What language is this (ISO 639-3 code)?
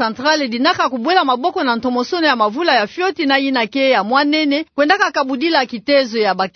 ktu